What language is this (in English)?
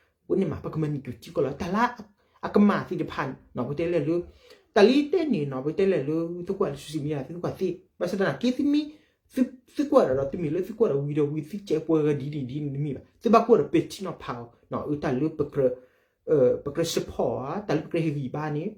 S'gaw Karen